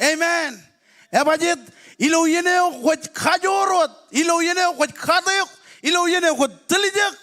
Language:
Marshallese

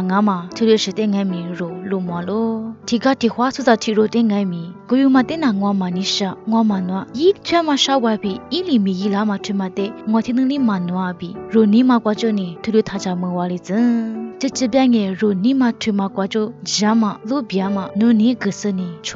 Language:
Lisu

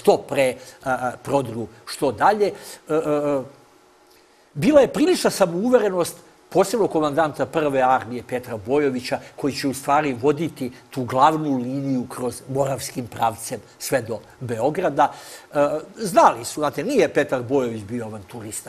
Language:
Serbian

